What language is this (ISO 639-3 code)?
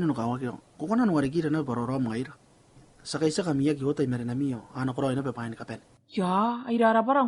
gil